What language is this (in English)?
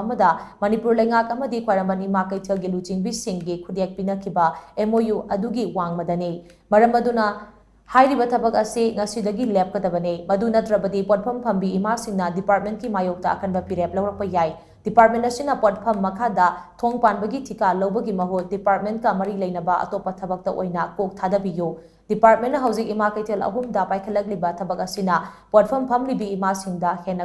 Manipuri